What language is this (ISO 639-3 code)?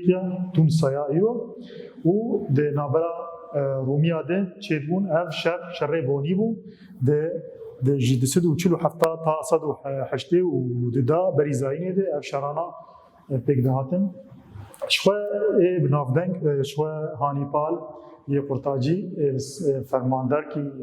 kur